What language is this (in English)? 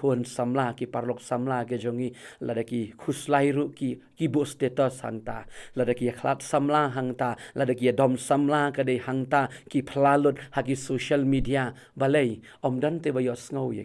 Khasi